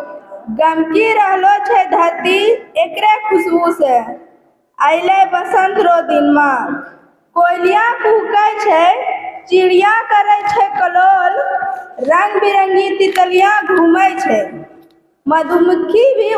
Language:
Angika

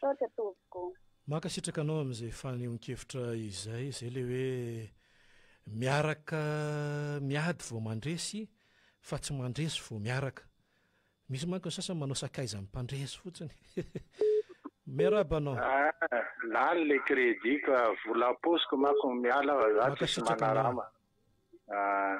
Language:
Malagasy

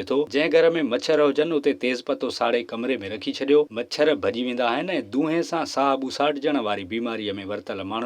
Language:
Sindhi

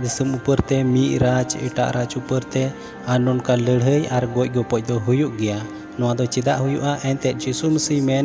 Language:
Santali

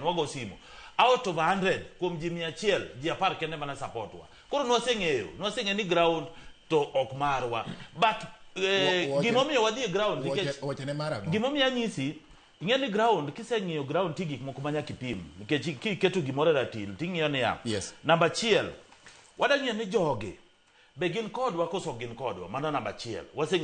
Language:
Luo (Kenya and Tanzania)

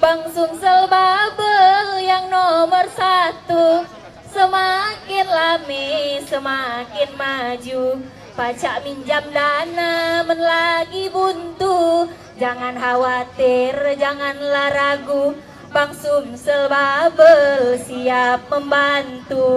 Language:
Musi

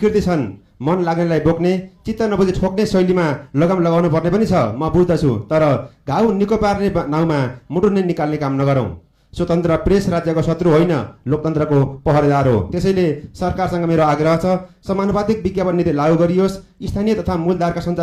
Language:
Nepali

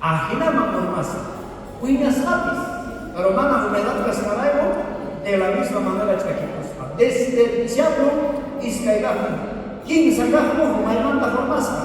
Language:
South Bolivian Quechua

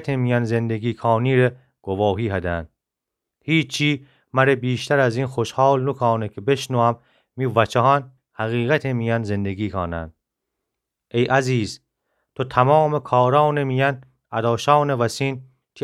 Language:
Gilaki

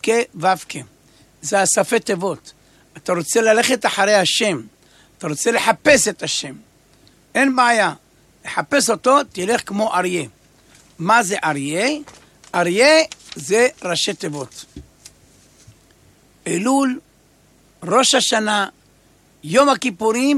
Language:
Hebrew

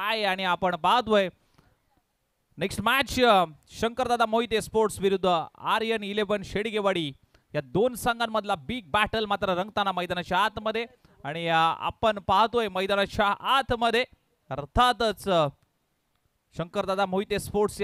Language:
Marathi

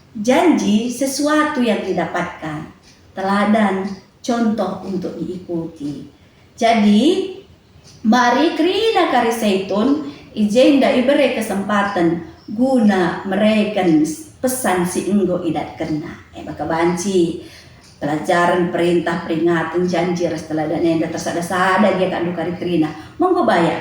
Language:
Batak Karo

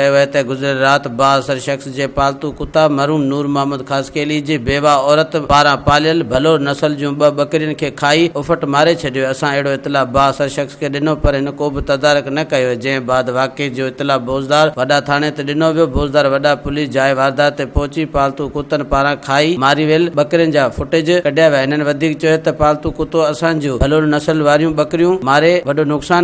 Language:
Sindhi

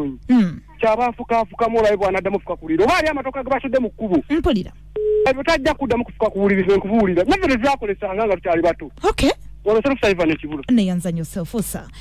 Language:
Ganda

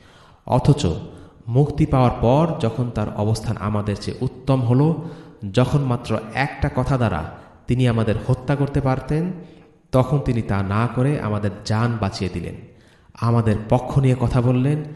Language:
Bangla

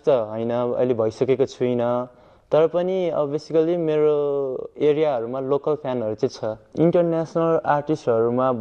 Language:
Nepali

